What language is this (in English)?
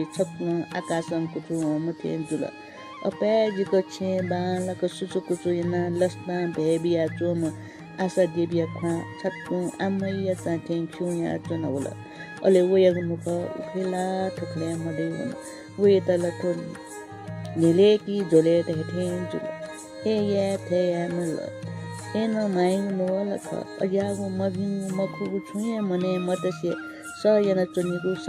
Newari